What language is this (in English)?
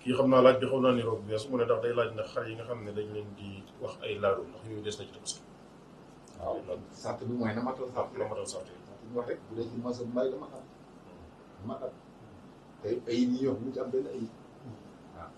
Wolof